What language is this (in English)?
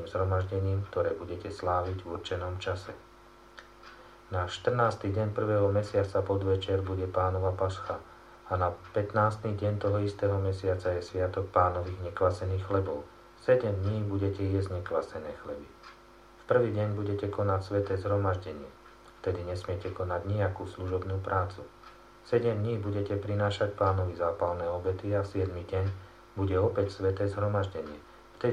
Slovak